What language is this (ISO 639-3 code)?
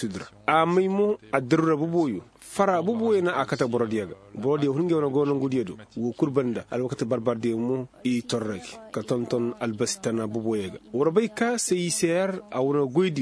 ses